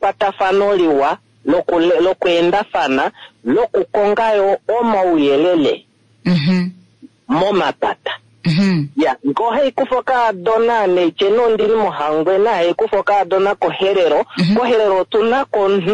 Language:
Kuanyama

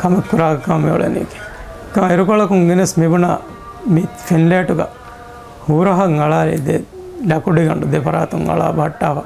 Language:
Divehi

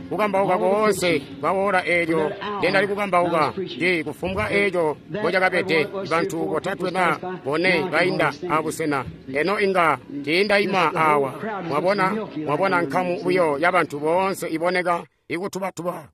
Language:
Tonga (Zambia)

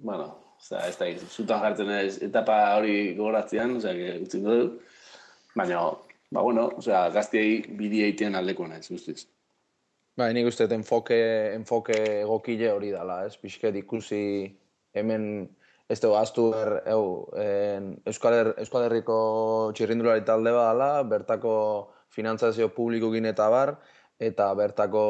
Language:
Basque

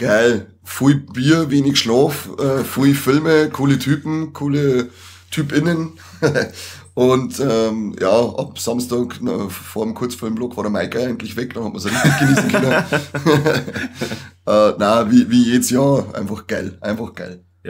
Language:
Bavarian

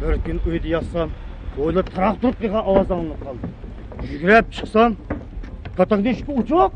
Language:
Uyghur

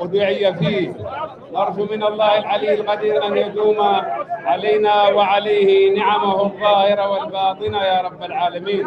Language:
Bambara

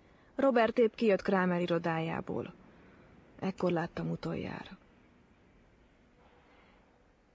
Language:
Hungarian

